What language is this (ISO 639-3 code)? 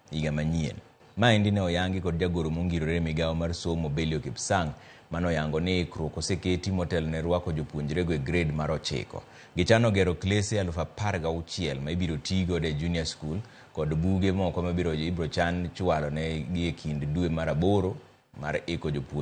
luo